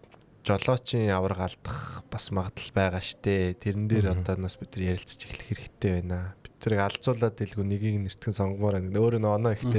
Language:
Mongolian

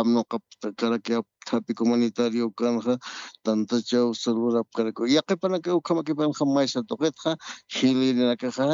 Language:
Aymara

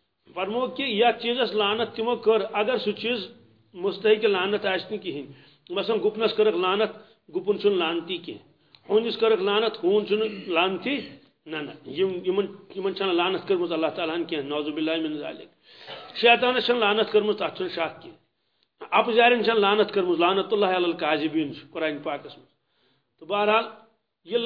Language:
Kashmiri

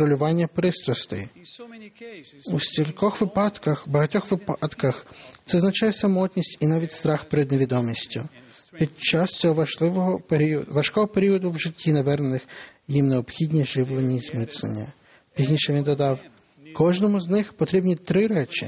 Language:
Ukrainian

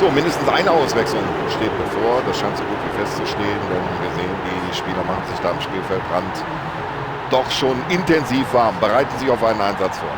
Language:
Bavarian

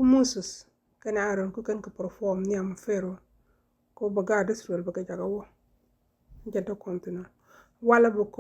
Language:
Nuer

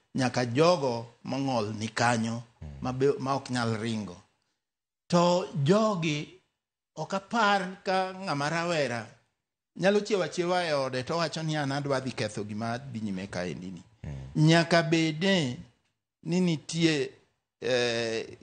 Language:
Luo (Kenya and Tanzania)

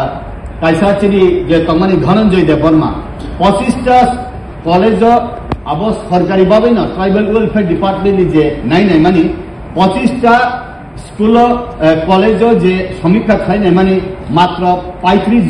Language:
Kok Borok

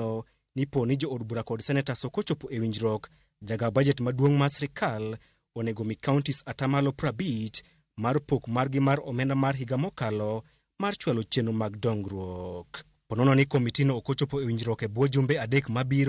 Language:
Luo (Kenya and Tanzania)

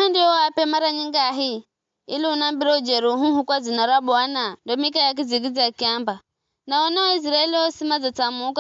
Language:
Giryama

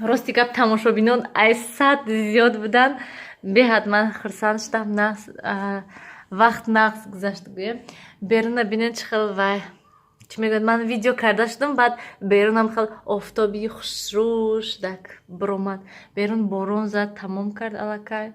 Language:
Tajik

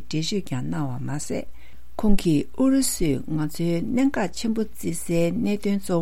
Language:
Tibetan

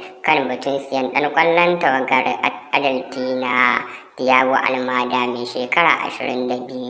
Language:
Hausa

